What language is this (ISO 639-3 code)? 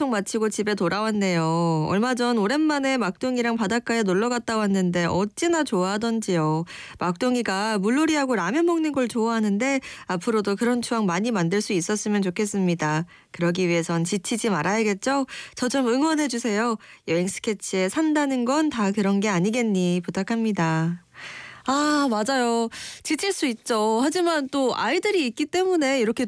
kor